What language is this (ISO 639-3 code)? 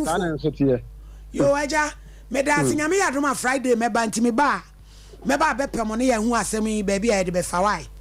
aka